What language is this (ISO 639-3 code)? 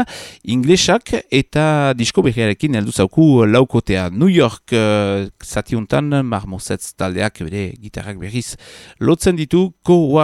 eus